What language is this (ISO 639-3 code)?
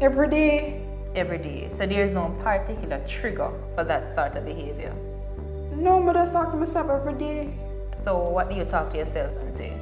jam